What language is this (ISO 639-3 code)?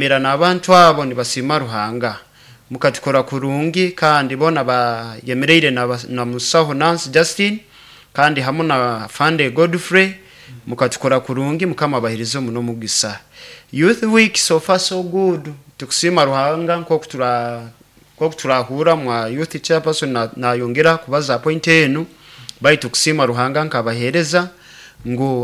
nyo